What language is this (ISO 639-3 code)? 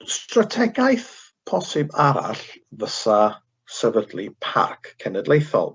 cym